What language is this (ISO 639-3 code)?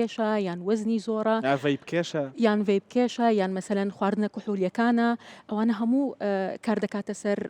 ckb